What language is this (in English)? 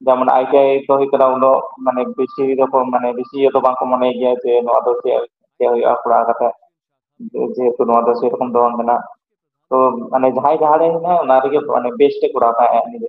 Santali